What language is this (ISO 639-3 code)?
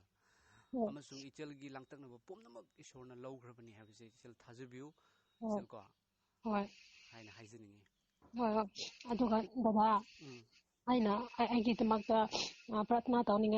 mni